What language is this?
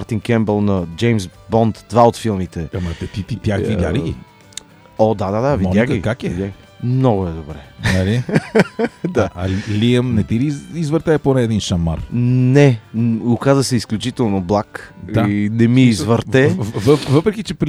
Bulgarian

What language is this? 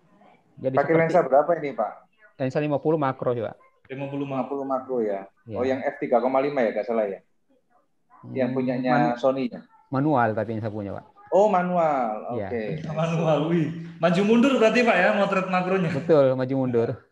Indonesian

